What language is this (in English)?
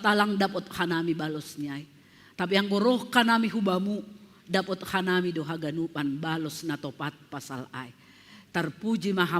Batak Simalungun